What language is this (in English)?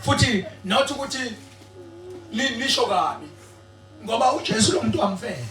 Zulu